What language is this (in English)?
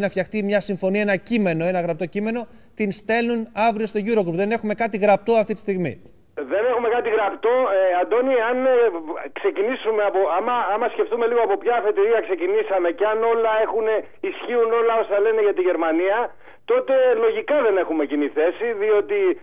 Greek